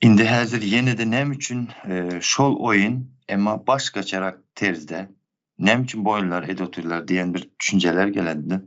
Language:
Turkmen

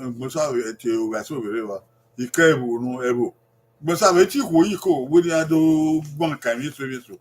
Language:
Bini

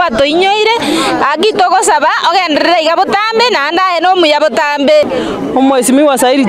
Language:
Gusii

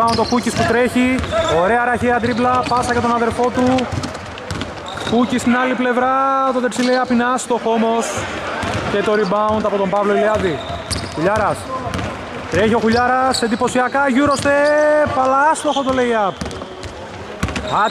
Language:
Greek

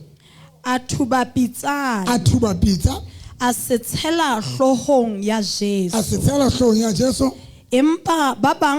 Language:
Southern Sotho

